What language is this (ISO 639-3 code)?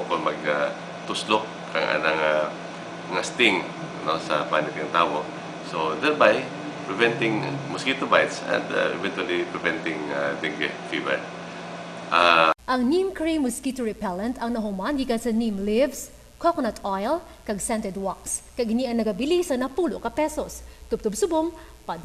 hil